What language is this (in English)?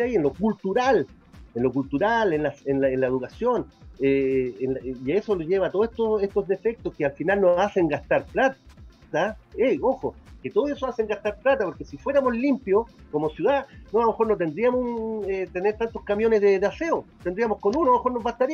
Spanish